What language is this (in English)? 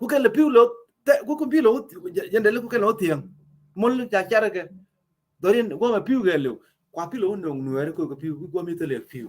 Nuer